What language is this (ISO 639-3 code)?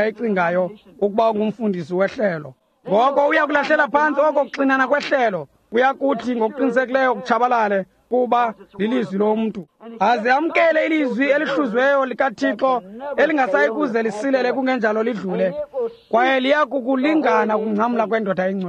xho